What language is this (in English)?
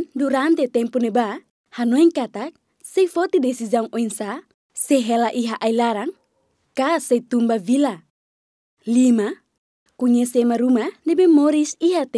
Tetum